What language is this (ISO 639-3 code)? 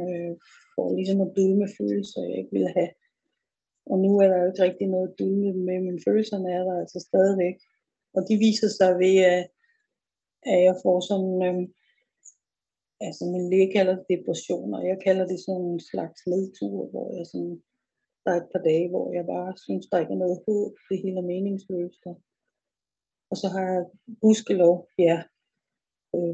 dan